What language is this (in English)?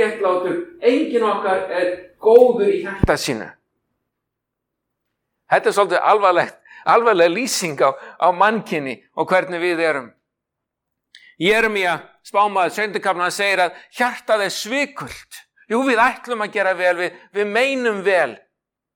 Icelandic